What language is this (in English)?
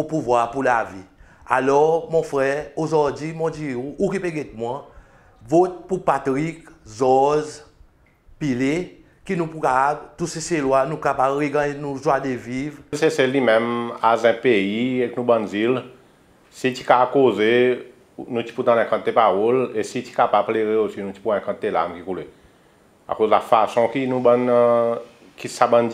Seselwa Creole French